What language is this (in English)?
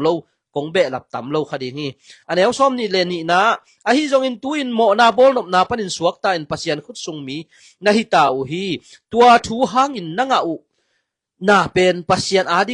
Tedim Chin